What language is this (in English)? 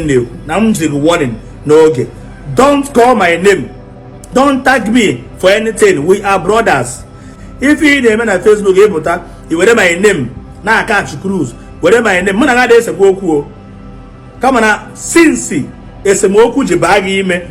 Igbo